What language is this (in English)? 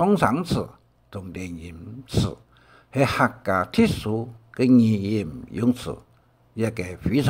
Hakka Chinese